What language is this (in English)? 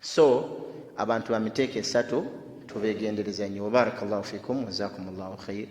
Ganda